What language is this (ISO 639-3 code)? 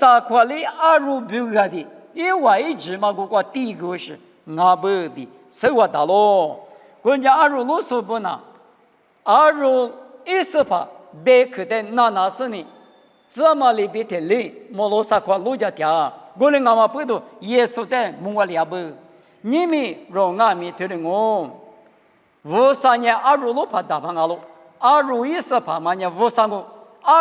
lis